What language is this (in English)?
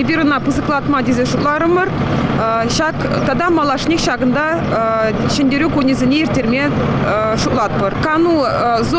Chuvash